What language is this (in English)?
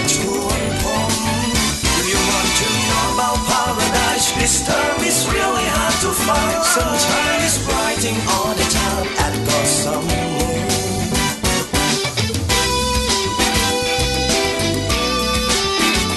Thai